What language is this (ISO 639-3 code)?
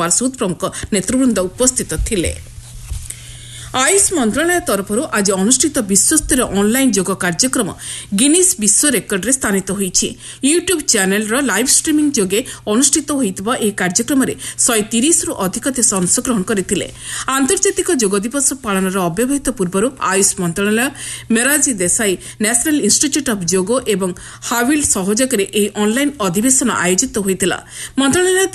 ori